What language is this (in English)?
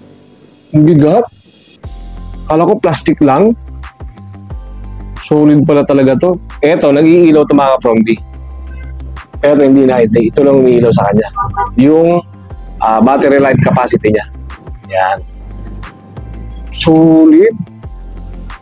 Filipino